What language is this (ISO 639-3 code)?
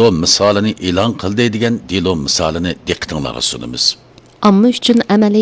uig